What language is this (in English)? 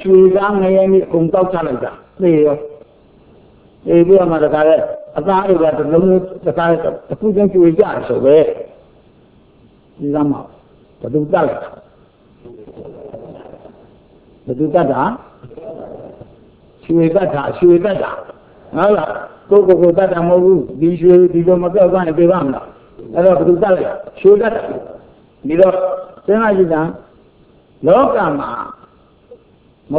Burmese